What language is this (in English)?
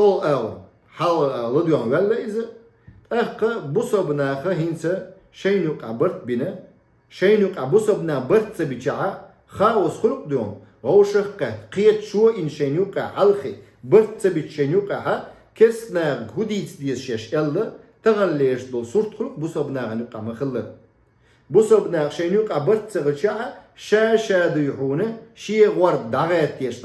Chechen